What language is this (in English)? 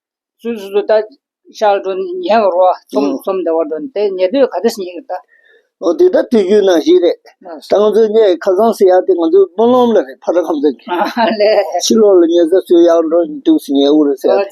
Tibetan